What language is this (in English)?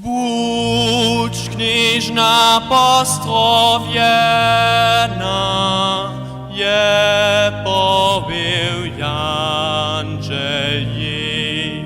Upper Sorbian